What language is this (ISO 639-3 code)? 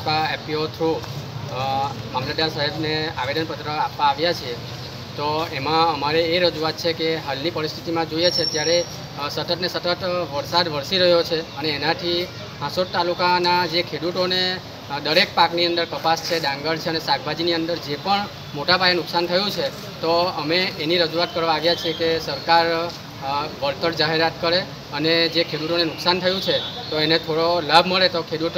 guj